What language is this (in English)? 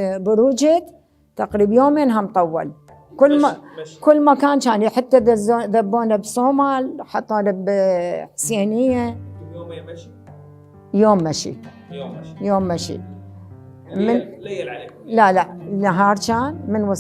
Mesopotamian Arabic